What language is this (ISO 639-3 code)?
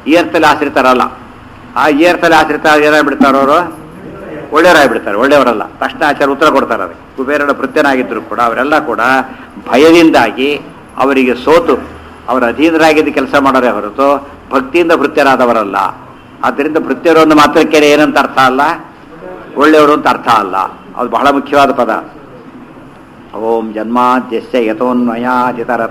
kan